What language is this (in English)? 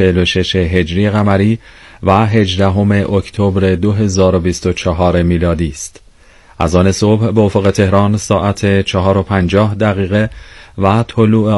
Persian